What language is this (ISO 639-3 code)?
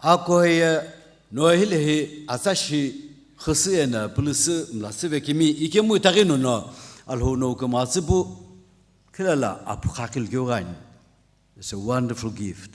nsm